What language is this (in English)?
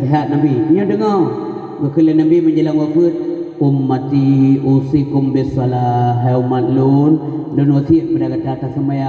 Achinese